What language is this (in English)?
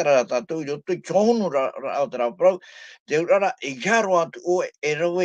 Tahitian